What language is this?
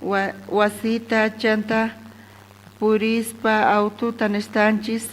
South Bolivian Quechua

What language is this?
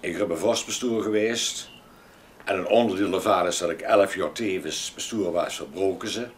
Limburgish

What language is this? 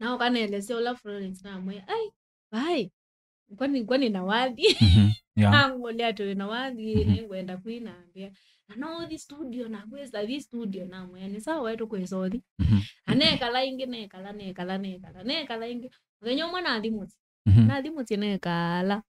Kamba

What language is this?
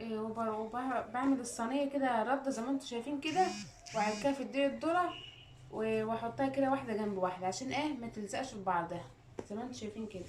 Egyptian Arabic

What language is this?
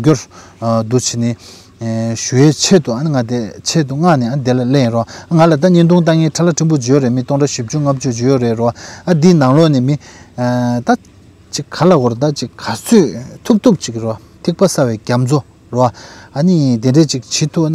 Tibetan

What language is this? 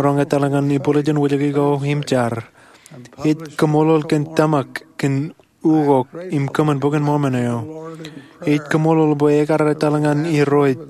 Marshallese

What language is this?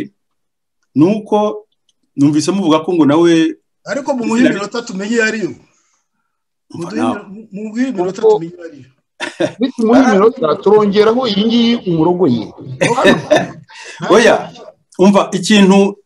Kinyarwanda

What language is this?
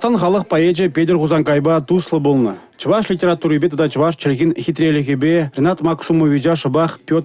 Chuvash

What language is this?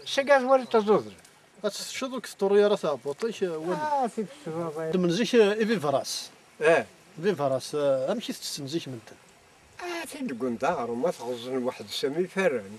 Kabyle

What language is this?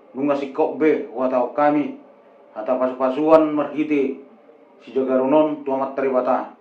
Batak Toba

